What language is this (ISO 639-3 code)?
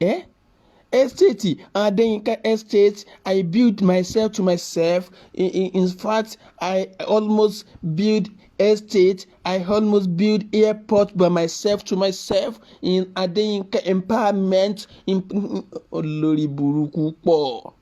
yor